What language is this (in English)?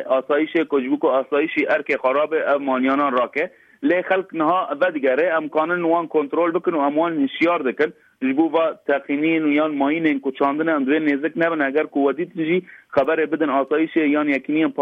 Kurdish